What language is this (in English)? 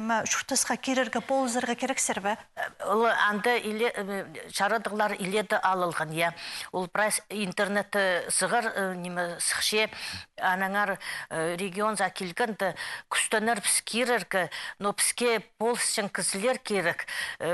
Khakas